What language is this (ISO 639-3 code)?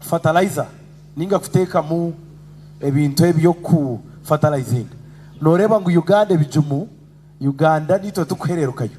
nyn